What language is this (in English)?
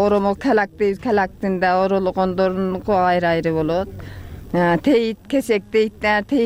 Kyrgyz